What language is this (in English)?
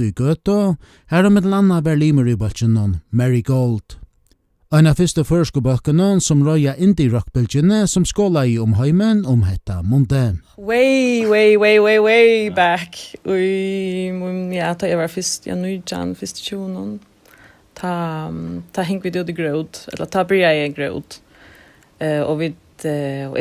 Faroese